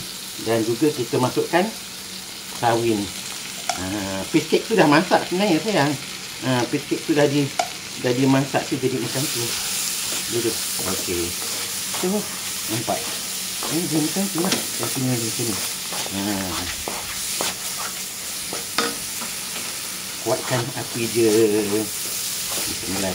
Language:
Malay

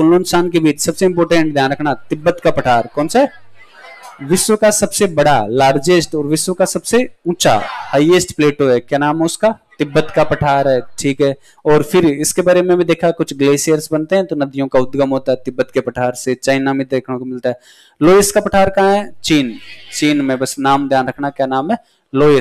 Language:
Hindi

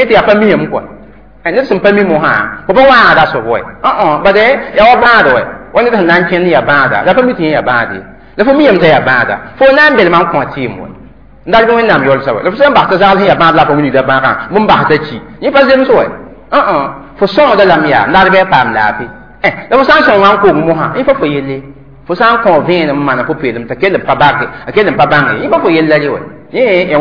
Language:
Mossi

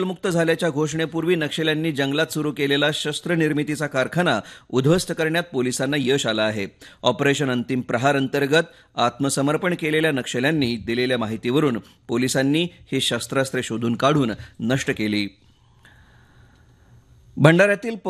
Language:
Marathi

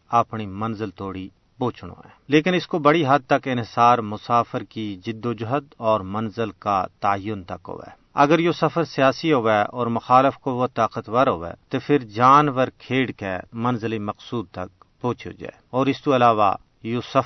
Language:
Gujari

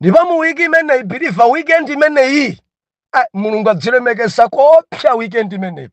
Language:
Nyanja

